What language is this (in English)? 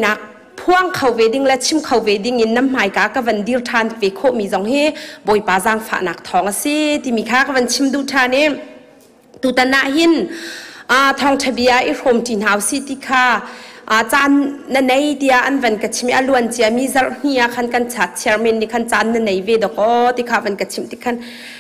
Hakha Chin